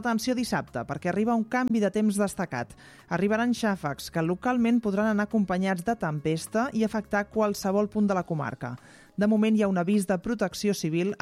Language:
Catalan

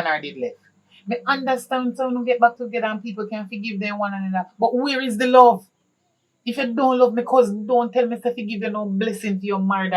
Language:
Jamaican Creole English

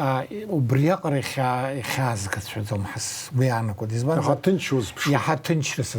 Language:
Abkhazian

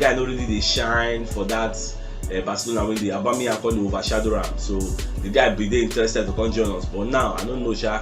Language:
Nigerian Pidgin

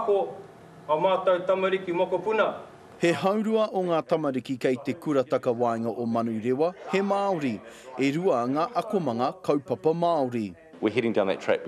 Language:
Māori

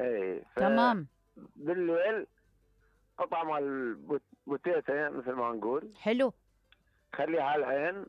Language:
Mesopotamian Arabic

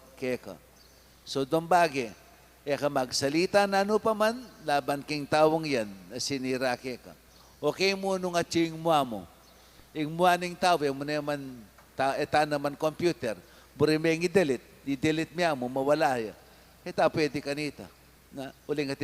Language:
Pampanga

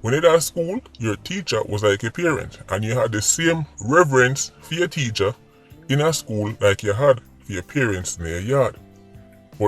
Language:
Jamaican Creole English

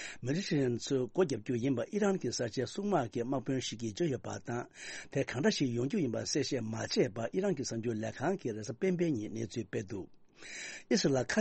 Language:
Tibetan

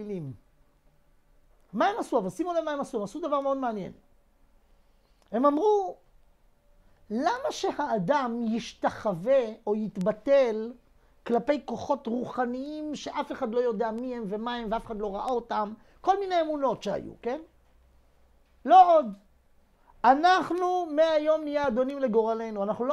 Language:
Hebrew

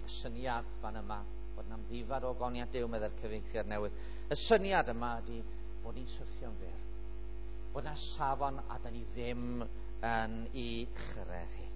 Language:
Welsh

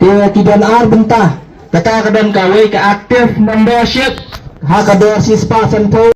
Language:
Khasi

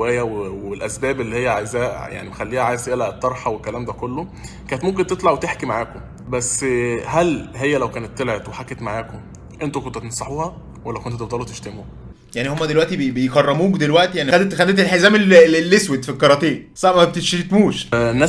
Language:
Egyptian Arabic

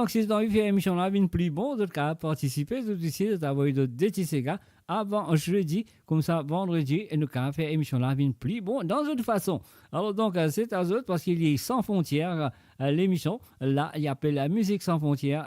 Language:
Morisyen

